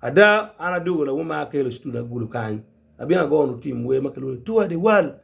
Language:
Acoli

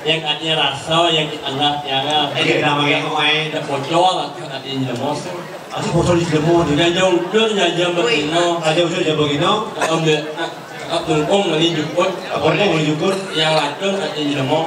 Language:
Balinese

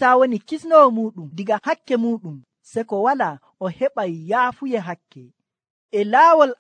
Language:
Nigerian Fulfulde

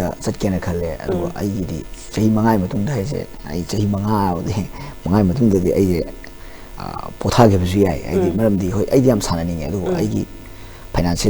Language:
Manipuri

